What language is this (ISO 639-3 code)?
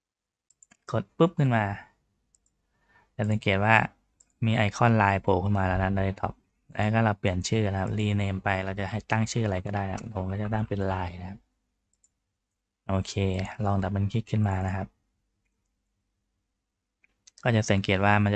tha